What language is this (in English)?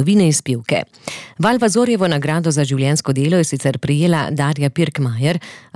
Slovenian